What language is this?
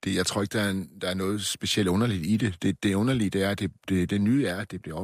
Danish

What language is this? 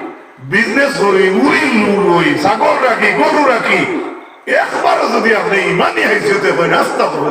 Sylheti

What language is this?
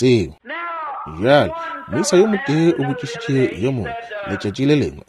Northern Sotho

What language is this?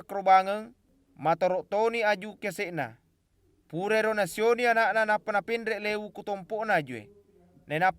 Buginese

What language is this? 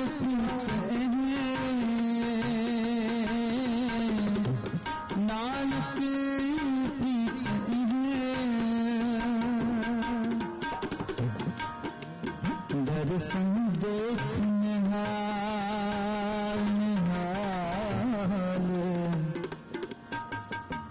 Punjabi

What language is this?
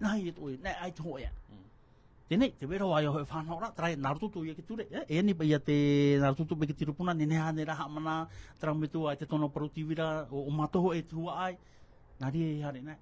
Tahitian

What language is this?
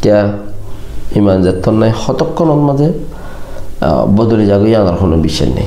Rohingya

